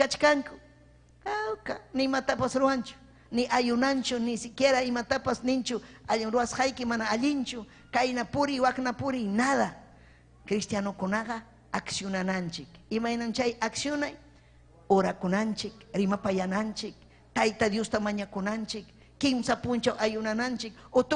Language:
Ayacucho Quechua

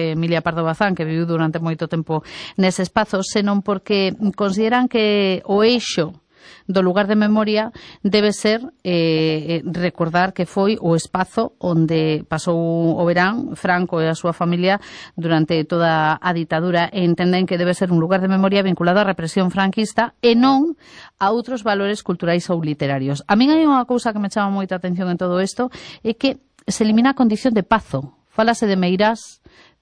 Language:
Galician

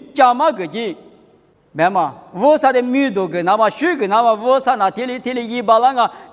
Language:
Lisu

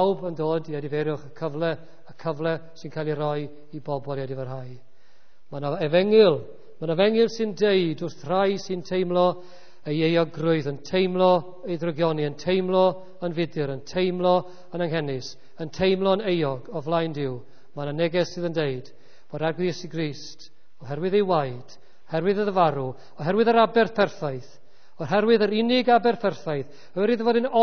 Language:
Welsh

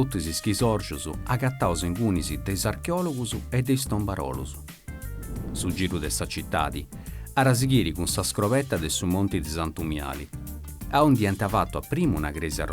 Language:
Sardinian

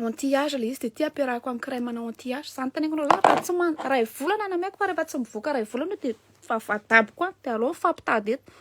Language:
Malagasy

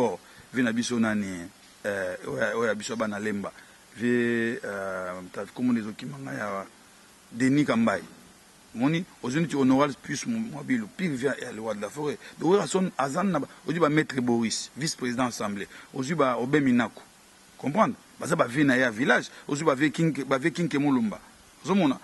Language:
Lingala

